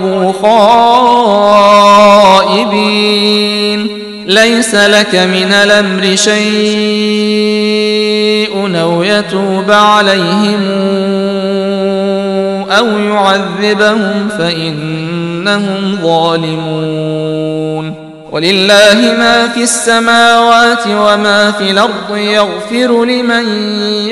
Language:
Arabic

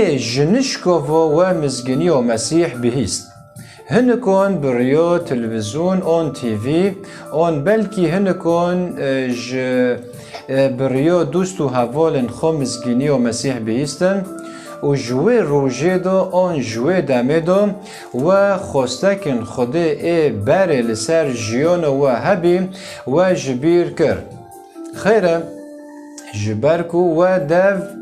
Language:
Kurdish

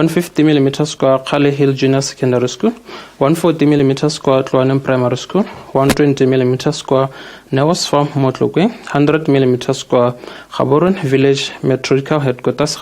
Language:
Tswana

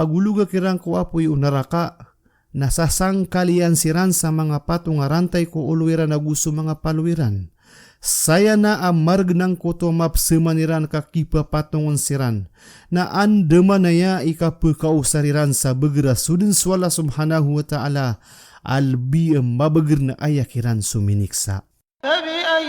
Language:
Maranao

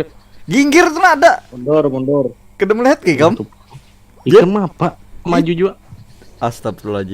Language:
Banjar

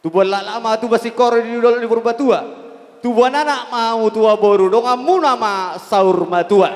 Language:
Batak Toba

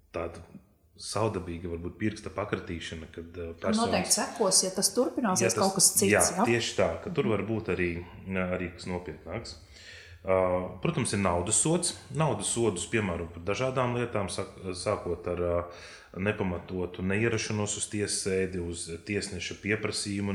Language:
Latvian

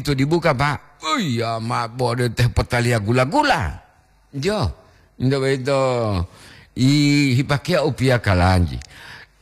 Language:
Gorontalo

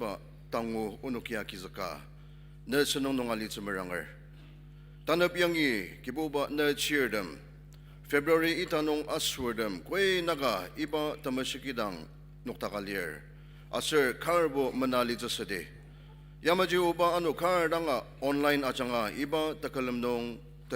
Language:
Ao Naga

